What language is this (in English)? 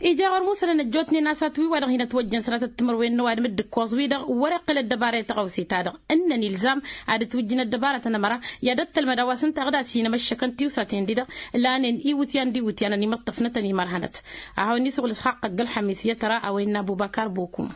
Tamasheq